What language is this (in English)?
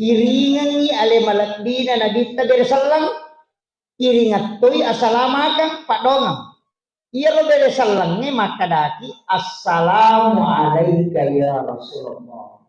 Buginese